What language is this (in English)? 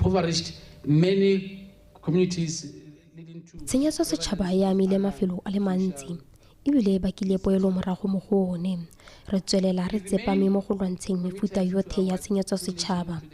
Tswana